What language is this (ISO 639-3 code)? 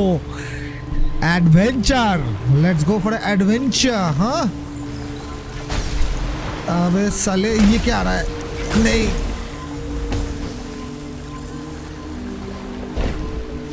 hin